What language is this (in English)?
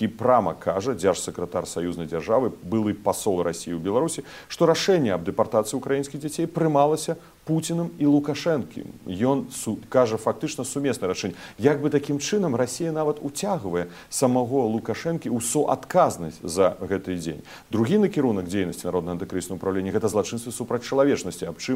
Belarusian